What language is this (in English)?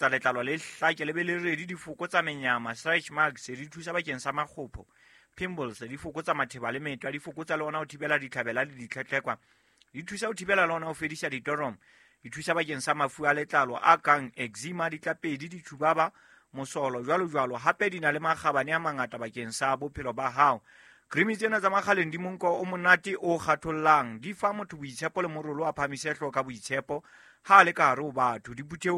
Southern Sotho